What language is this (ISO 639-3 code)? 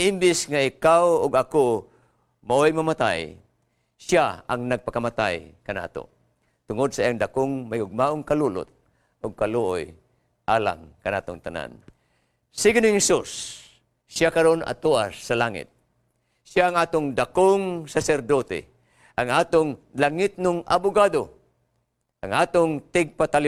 ceb